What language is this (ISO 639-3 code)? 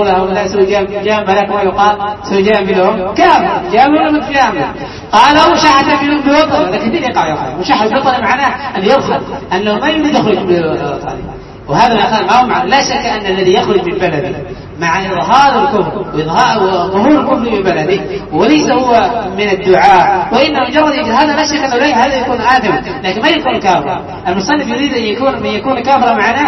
ara